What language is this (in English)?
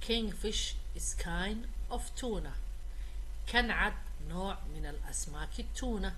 Somali